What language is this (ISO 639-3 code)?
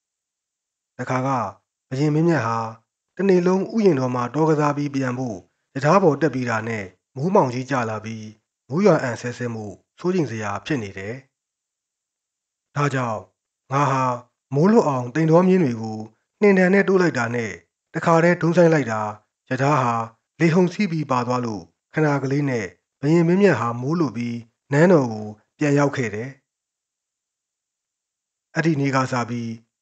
mya